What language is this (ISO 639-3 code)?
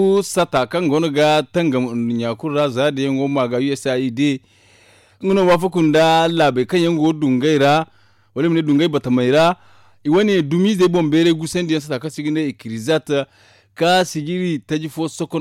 dje